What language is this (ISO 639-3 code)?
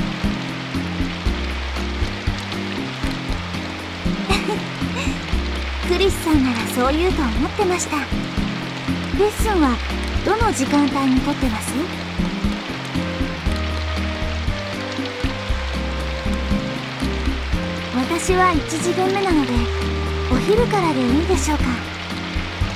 jpn